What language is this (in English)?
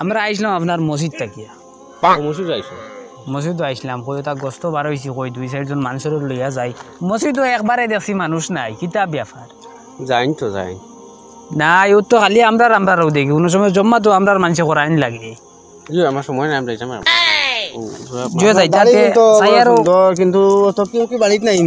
Sylheti